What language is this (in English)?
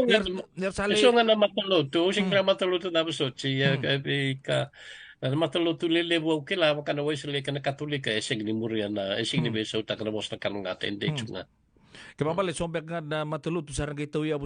Fijian